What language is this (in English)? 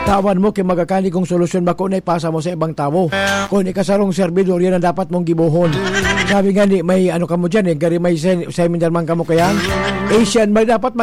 Bikol